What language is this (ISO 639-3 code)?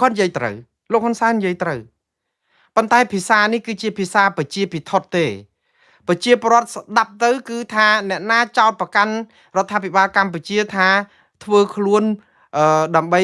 khm